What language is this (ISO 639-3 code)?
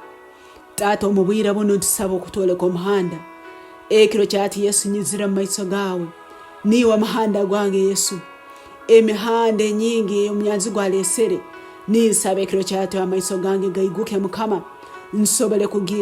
ttj